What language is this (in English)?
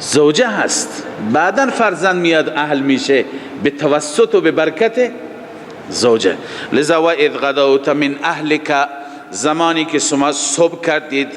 Persian